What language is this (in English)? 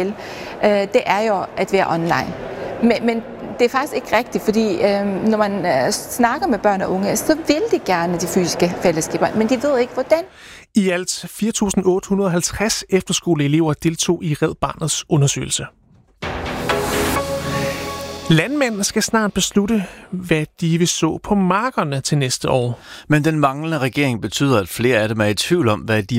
Danish